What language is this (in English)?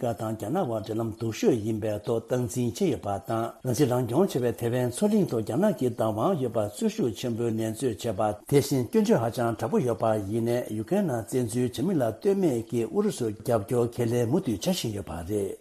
Tibetan